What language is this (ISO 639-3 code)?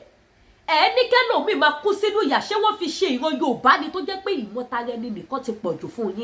yor